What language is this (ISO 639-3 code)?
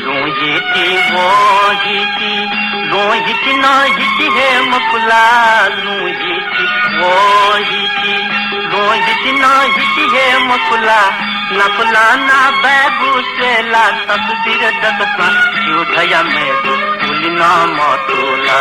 new